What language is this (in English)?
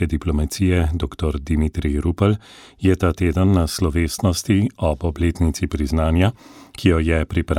Slovenian